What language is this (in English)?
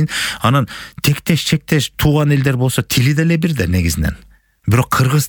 Kyrgyz